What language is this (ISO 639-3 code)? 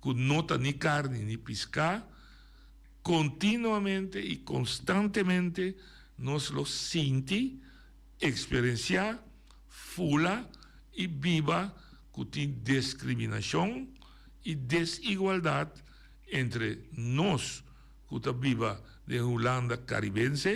pap